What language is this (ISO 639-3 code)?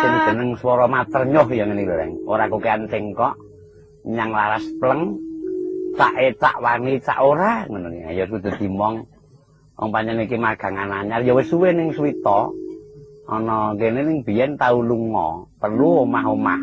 jav